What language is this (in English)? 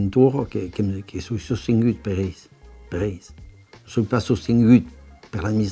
Occitan